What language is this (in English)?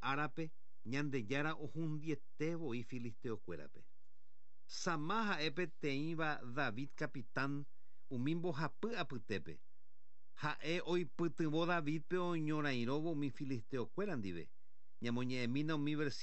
Guarani